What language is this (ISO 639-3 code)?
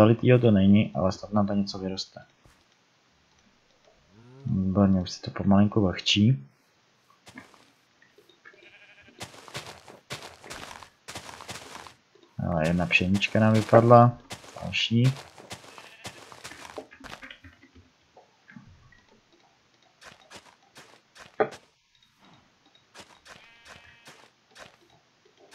ces